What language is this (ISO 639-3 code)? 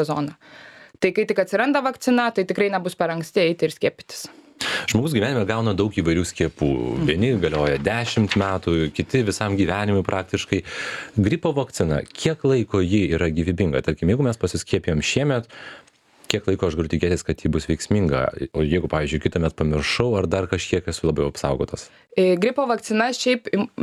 lit